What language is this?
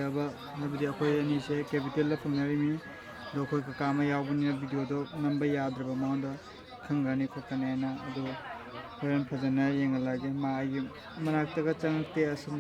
Manipuri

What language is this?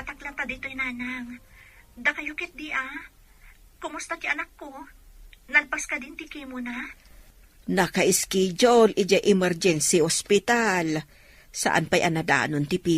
Iloko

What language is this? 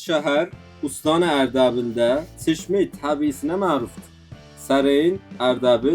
South Azerbaijani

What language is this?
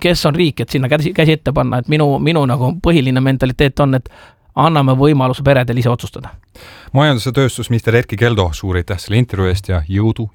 Estonian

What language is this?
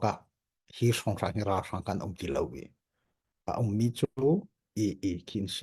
Hakha Chin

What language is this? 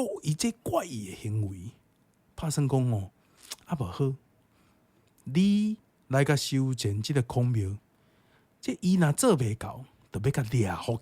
Min Nan Chinese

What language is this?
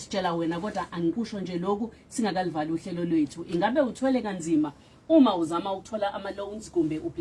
Zulu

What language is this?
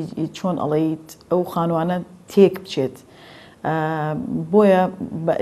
Central Kurdish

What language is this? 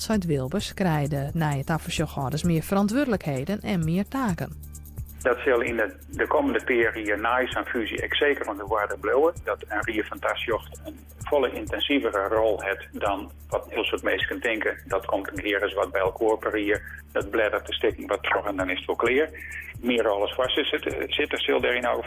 Western Frisian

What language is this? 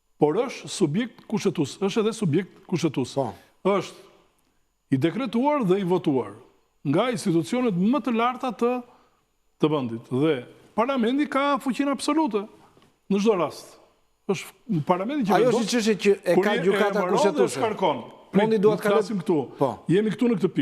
Albanian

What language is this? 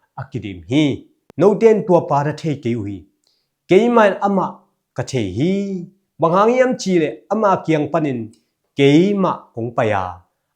Tedim Chin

